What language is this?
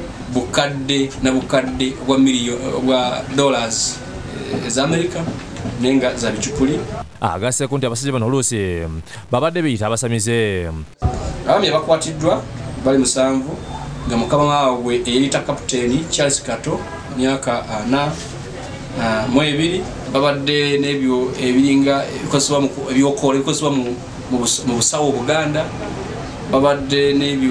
Ganda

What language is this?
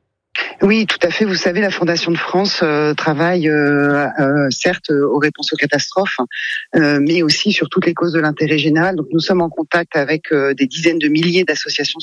French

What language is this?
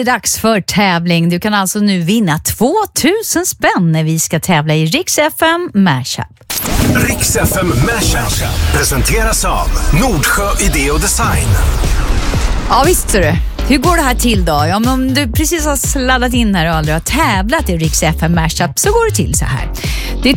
Swedish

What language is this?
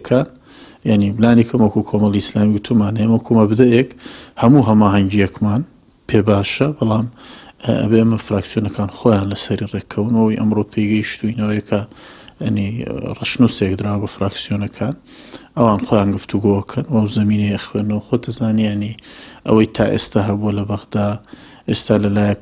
Central Kurdish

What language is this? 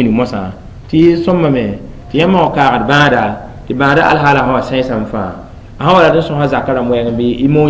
Mossi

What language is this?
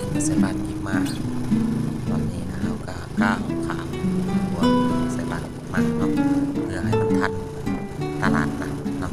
Lao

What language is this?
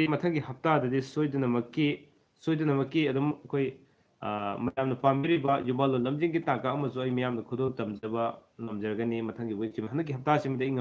Manipuri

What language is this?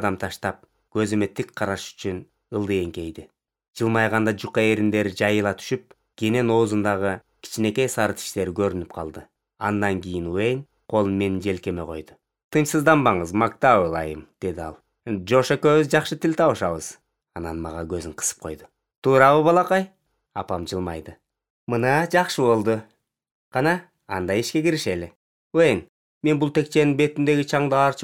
Kyrgyz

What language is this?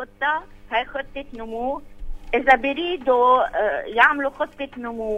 North Levantine Arabic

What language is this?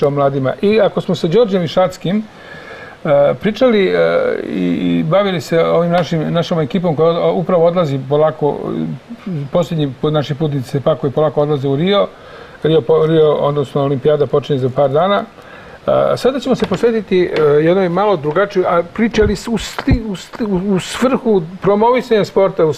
Serbian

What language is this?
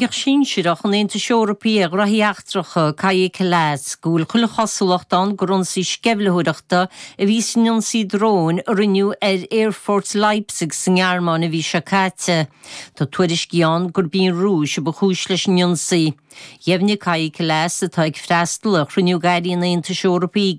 Irish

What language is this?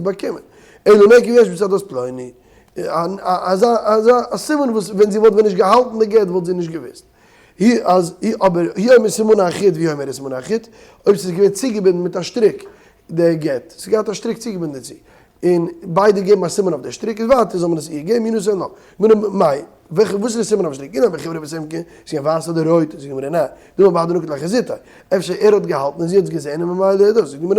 Yiddish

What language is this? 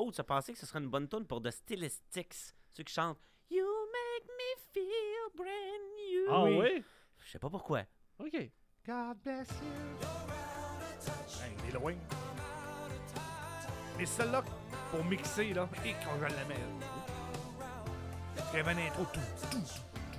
French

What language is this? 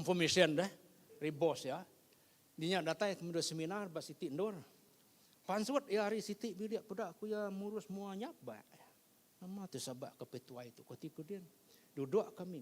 Iban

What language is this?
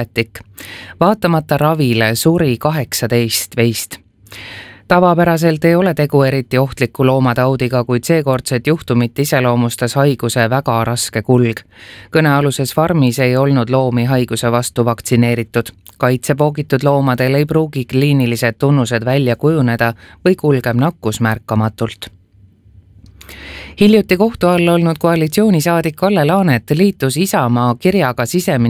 Estonian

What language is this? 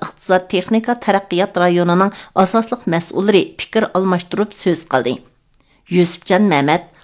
Uyghur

